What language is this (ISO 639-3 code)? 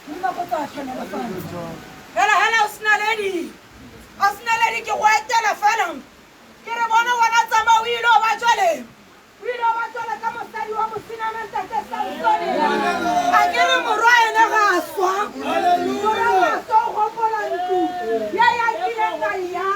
tsn